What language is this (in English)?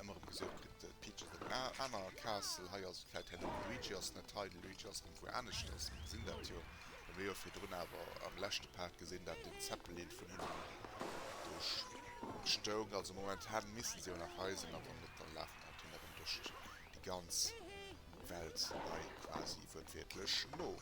Luxembourgish